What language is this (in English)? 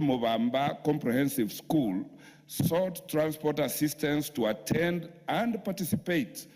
Gusii